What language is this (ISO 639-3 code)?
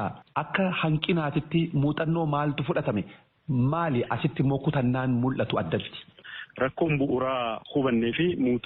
orm